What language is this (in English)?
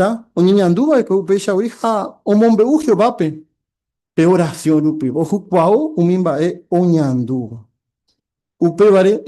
Guarani